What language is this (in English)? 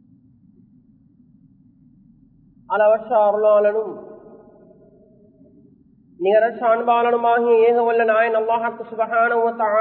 Tamil